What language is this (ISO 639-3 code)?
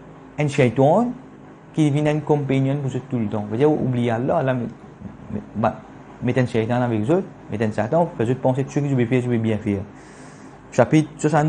mfe